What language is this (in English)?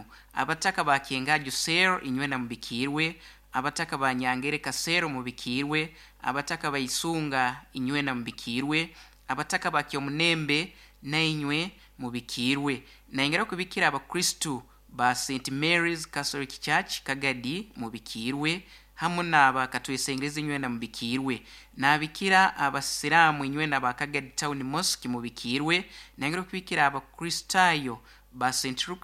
Nyankole